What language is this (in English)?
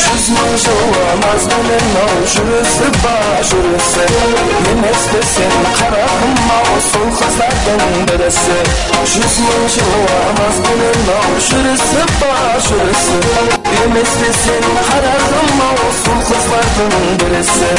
Kara-Kalpak